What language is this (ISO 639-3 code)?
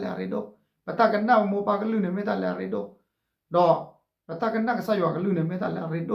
ksw